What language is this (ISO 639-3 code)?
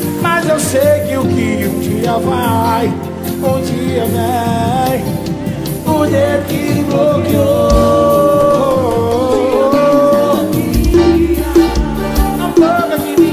por